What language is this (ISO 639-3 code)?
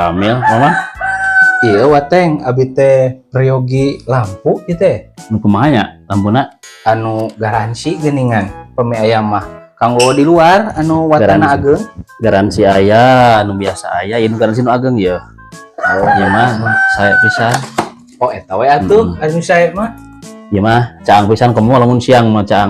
sun